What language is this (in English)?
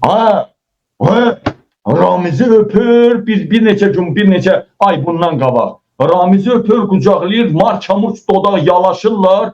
Azerbaijani